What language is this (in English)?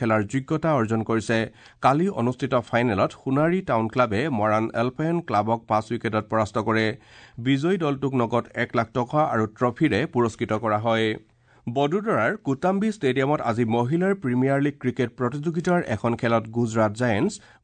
Assamese